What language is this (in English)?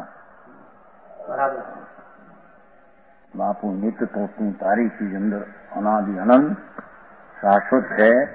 Gujarati